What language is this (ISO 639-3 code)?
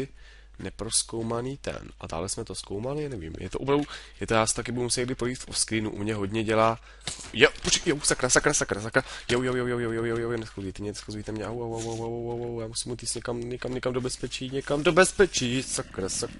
ces